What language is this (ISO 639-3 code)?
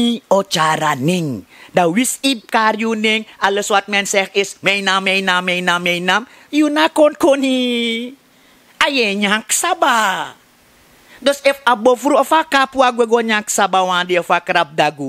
srn